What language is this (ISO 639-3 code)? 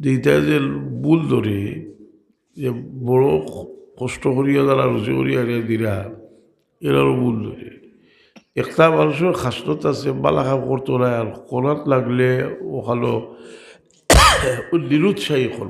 syl